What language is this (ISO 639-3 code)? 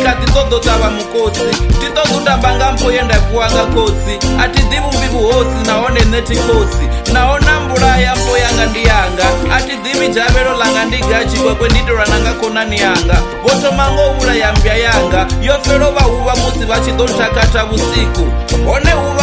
ven